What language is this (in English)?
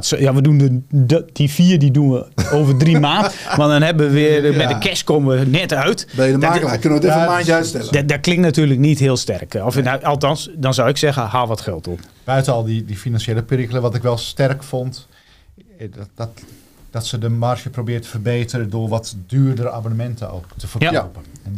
Dutch